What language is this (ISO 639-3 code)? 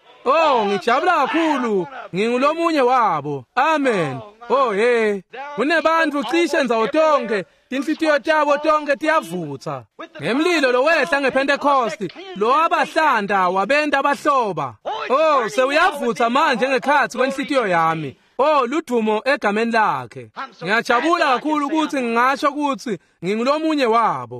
ssw